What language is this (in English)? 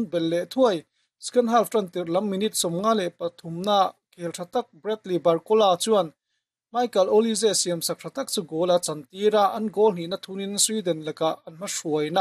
Mizo